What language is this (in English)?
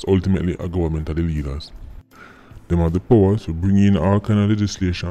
Jamaican Creole English